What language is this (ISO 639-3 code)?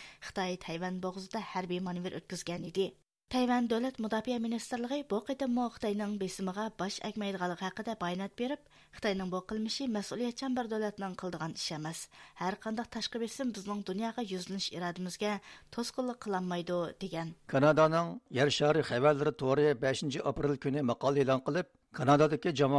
uig